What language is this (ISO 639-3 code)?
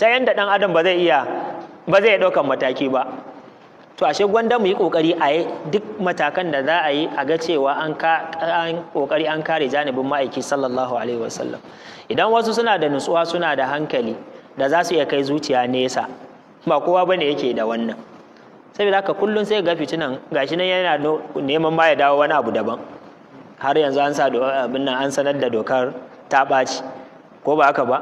hau